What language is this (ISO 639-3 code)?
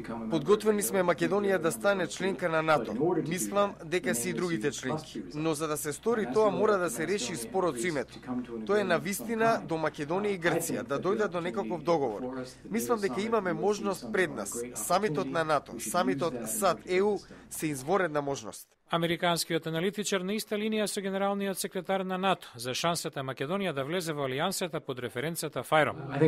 mkd